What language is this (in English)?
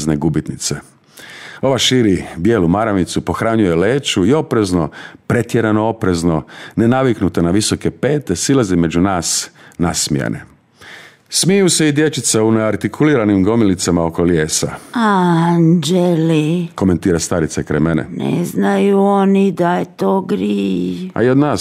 Croatian